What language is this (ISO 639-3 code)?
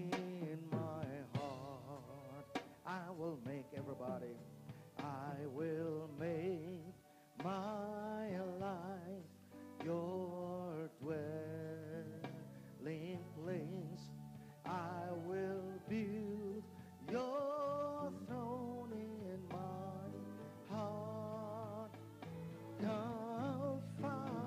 ewe